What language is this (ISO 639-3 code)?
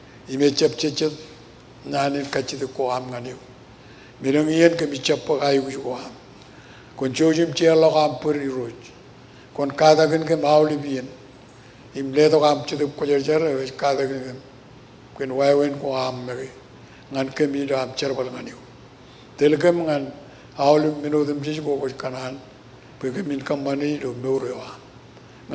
mah